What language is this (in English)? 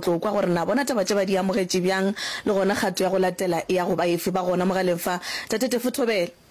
Northern Sotho